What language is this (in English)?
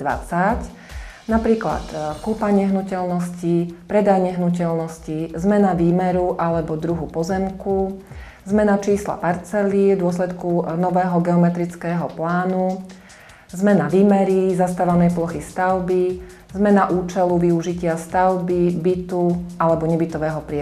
Slovak